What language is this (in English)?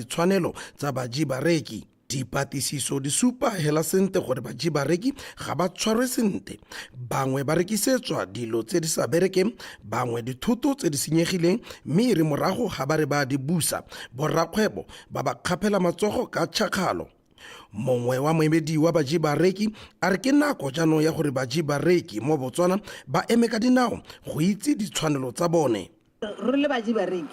Tswana